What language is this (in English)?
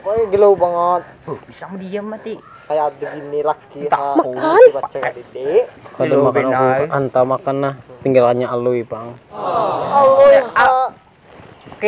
Banjar